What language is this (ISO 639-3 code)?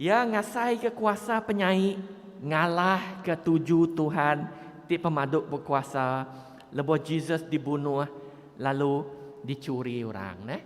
iba